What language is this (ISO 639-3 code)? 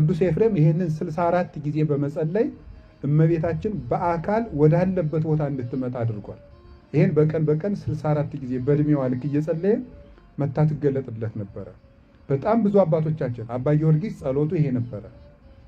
amh